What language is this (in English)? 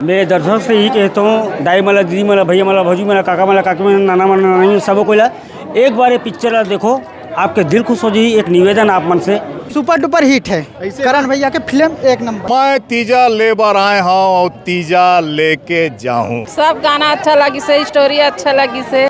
Chhattisgarhi